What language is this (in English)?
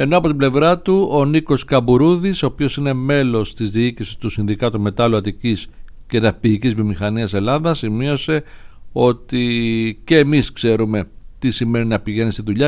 Greek